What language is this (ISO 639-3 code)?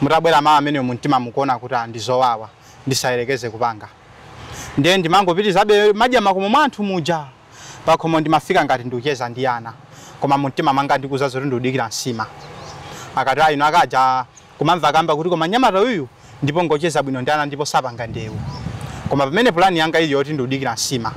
nya